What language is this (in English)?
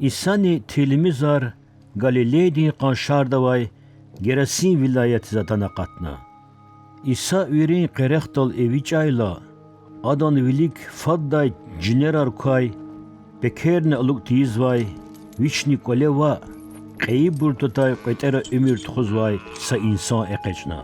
Lezghian